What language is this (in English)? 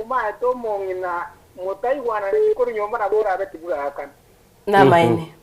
Gusii